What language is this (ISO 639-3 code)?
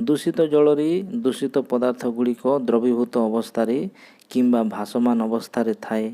ori